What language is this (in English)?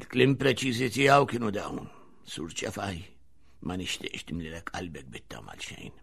Maltese